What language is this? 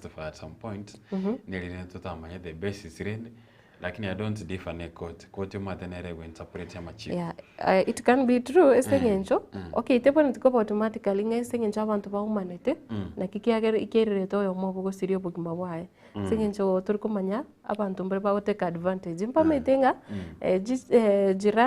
Gusii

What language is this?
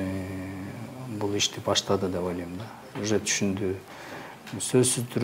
Kyrgyz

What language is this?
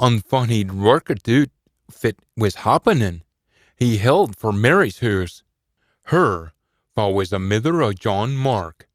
Scots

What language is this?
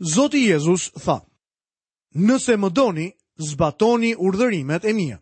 Albanian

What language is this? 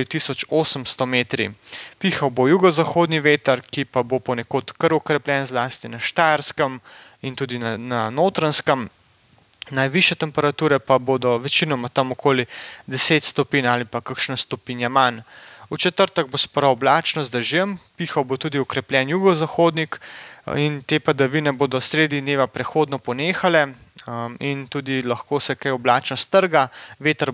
Slovenian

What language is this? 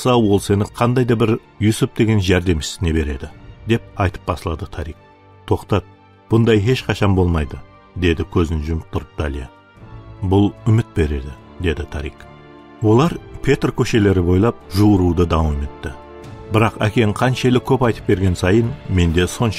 Kara-Kalpak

